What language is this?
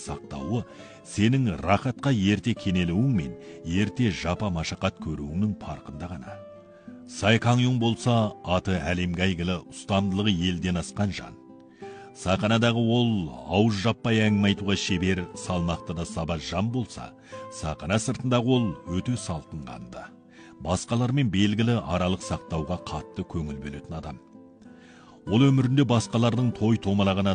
Kazakh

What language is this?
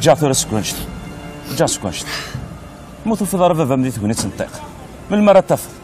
Kabyle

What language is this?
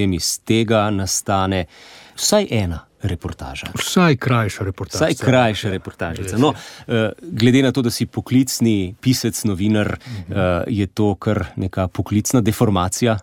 Slovenian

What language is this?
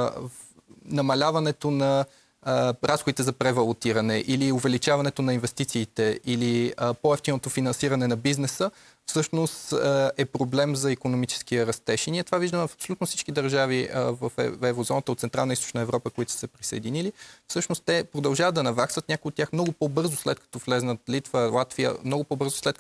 Bulgarian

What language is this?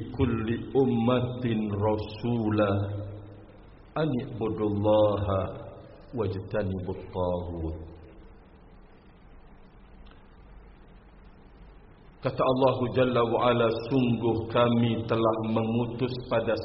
Indonesian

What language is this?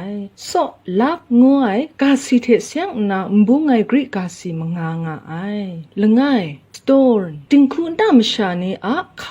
Kachin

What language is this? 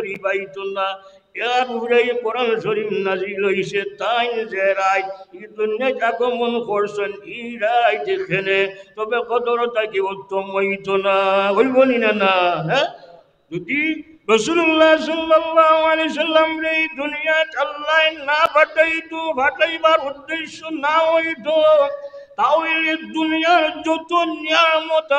Sylheti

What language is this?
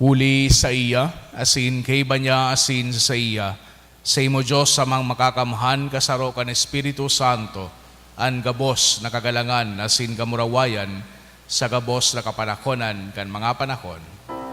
Bikol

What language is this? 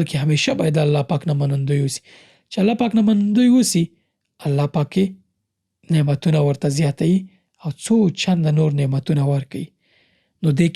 Pashto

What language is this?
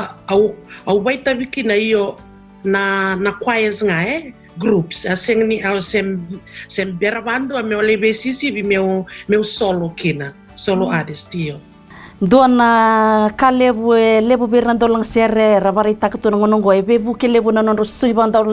Fijian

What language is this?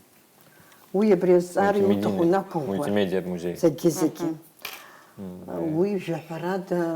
Abkhazian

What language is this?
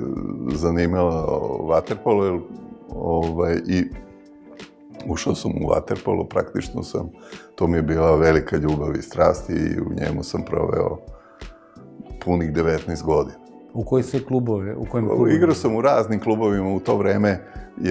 Serbian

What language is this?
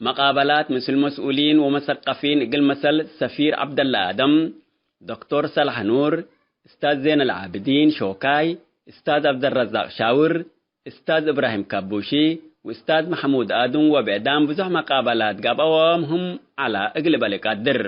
Tigre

